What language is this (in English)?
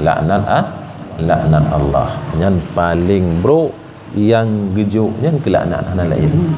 Achinese